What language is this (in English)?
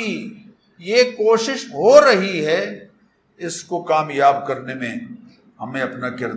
Urdu